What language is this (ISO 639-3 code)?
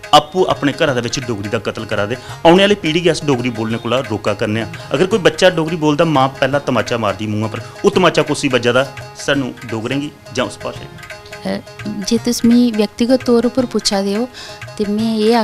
doi